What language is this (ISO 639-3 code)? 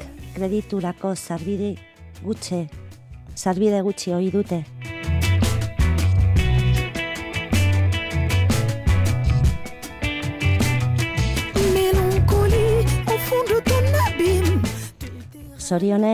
eus